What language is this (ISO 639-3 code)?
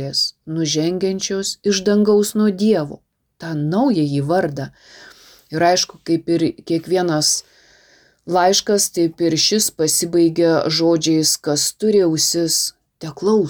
lit